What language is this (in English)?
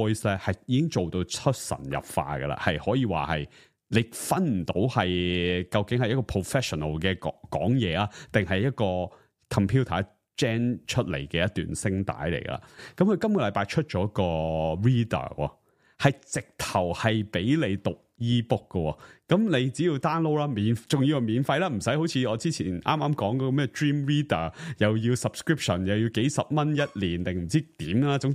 Cantonese